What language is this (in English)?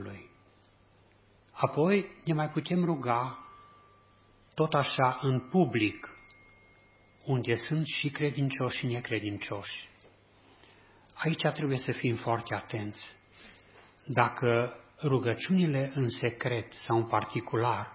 Romanian